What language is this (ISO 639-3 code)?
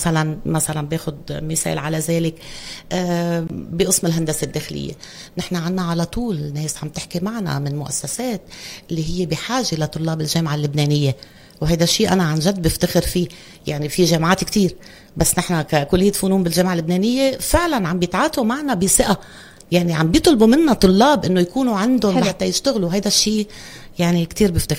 apc